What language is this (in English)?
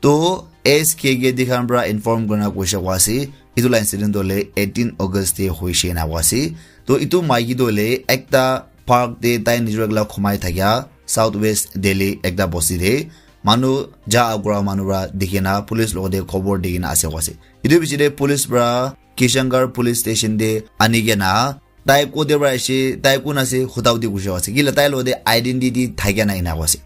Naga Pidgin